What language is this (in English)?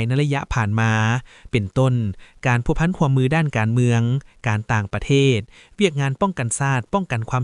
Lao